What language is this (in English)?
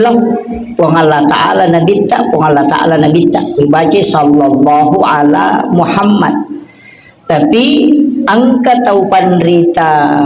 Buginese